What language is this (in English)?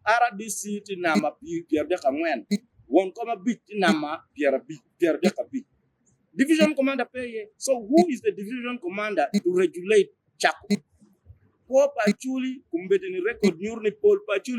Acoli